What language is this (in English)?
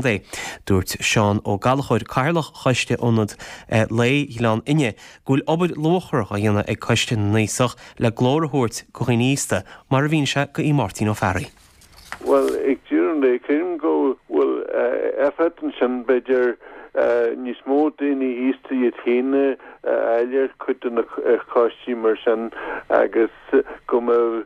Irish